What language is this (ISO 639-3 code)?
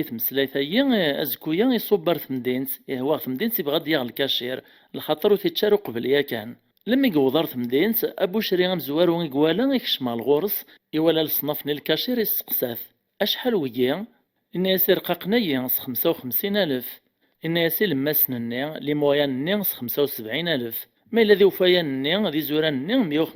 kab